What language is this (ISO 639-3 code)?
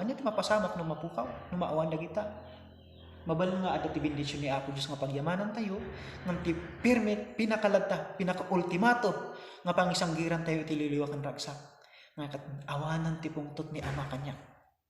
ilo